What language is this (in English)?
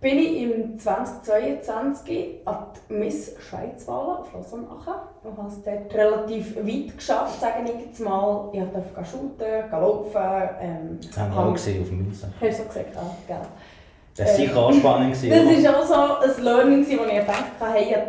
Swiss German